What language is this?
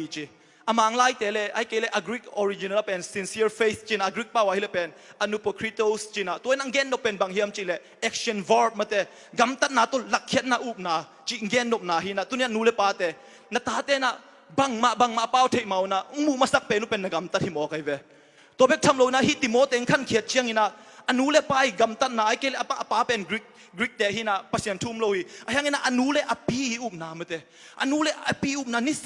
Tedim Chin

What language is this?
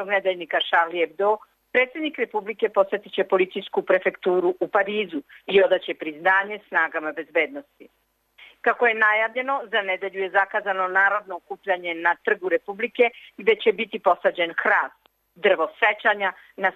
Serbian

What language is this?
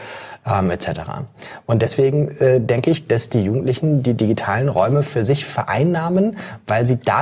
German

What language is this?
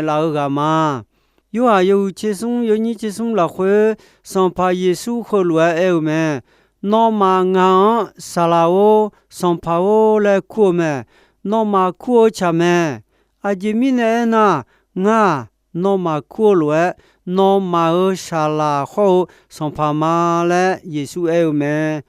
Akha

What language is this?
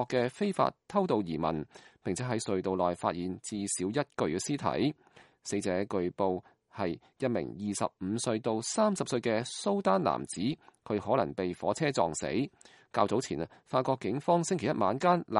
Cantonese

